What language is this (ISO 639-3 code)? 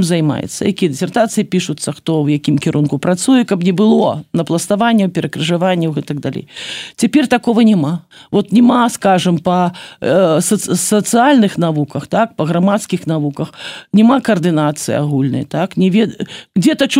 bel